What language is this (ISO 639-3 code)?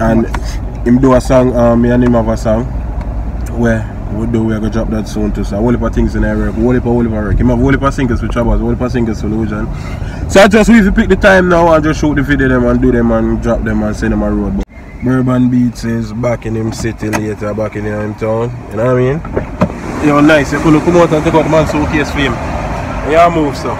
jam